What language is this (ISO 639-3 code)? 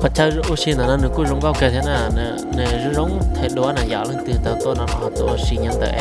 hmn